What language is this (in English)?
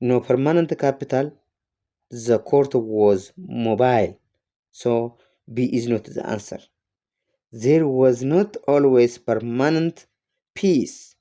English